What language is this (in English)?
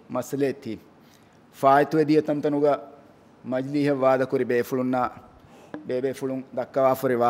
Divehi